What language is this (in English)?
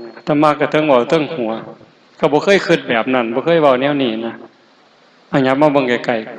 Lao